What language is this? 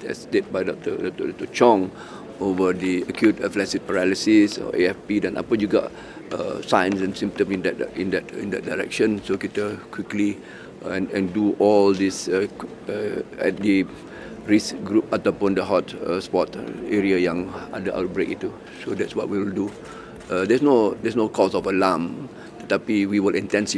Tetum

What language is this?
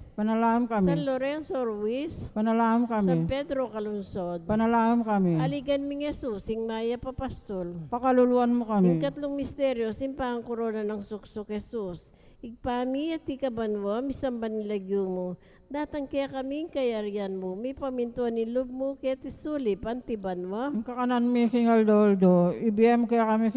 Pampanga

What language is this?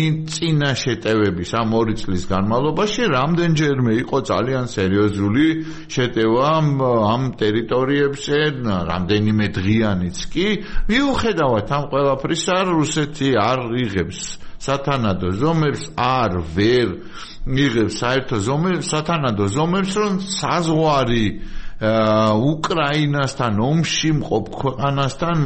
Georgian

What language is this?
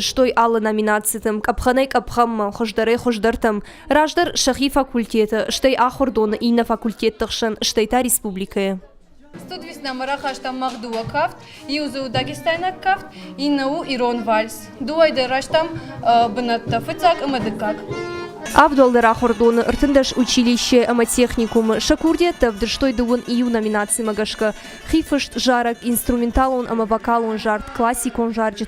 Ossetic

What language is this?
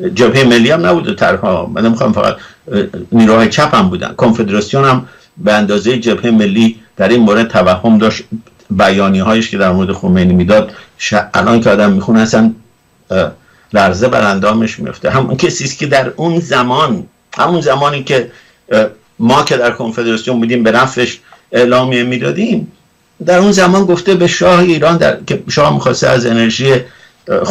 Persian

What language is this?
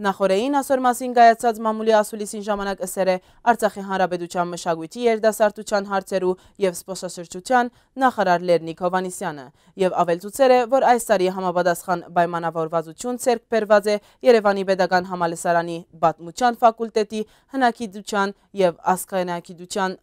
Western Armenian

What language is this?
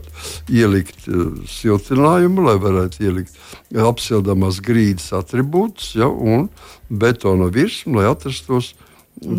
Latvian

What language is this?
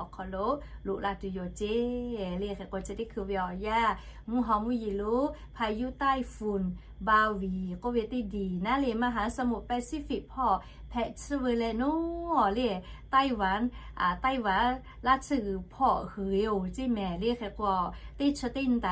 Lahu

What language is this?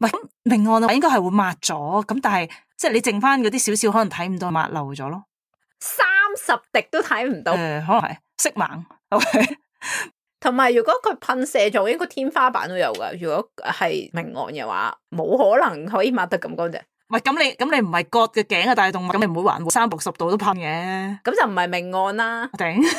Cantonese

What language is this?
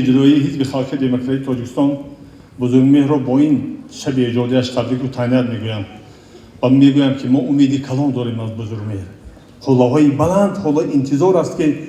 Tajik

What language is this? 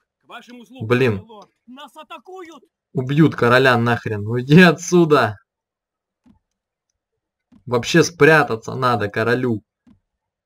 Russian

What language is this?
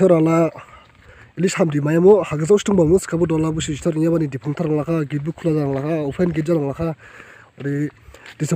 Dimasa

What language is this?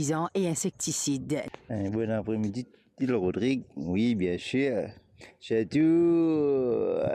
Morisyen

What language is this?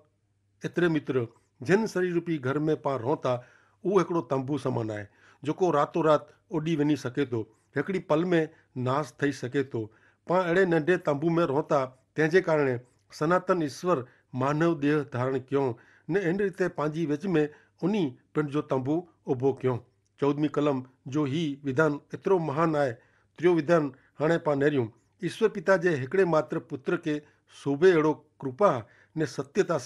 Kachhi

